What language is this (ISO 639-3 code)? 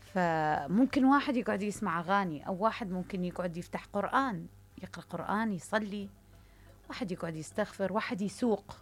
acm